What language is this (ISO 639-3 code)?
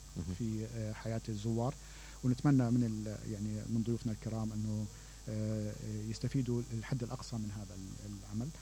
acm